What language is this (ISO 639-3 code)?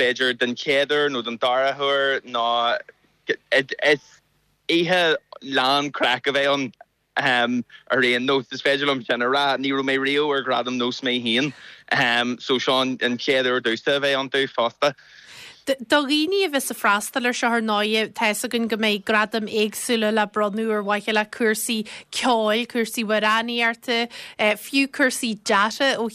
gle